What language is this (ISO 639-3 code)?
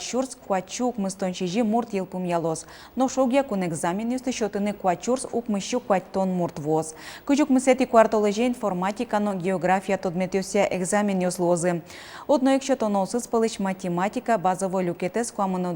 udm